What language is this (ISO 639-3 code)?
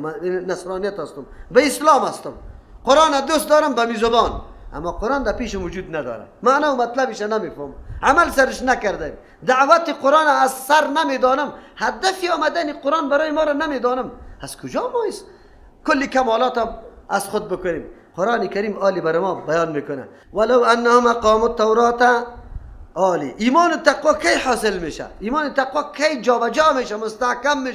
fas